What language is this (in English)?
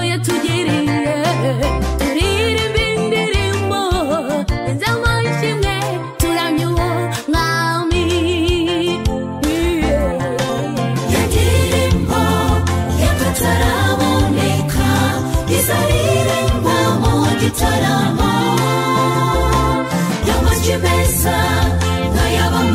Kinyarwanda